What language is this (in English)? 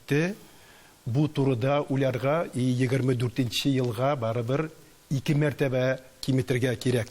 Tatar